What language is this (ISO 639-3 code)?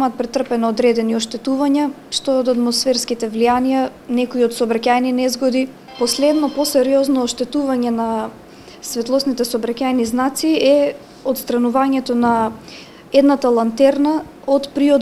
mkd